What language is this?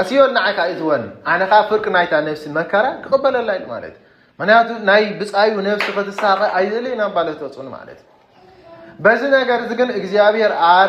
Tigrinya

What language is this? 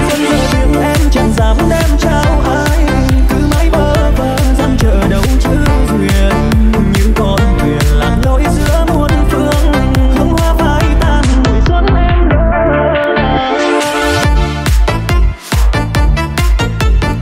Vietnamese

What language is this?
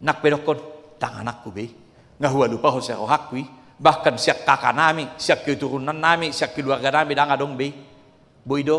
Batak Toba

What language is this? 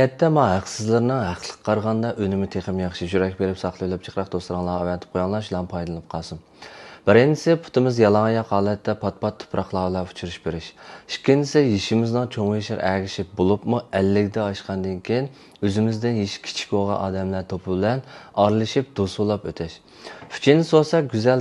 Uyghur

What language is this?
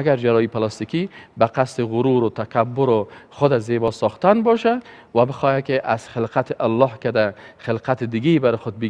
Persian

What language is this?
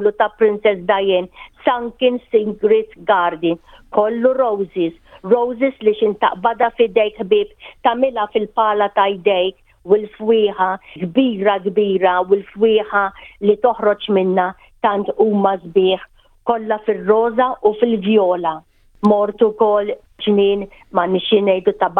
Maltese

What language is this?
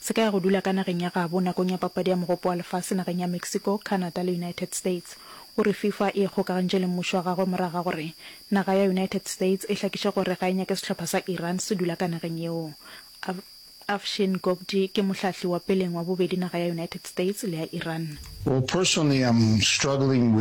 Northern Sotho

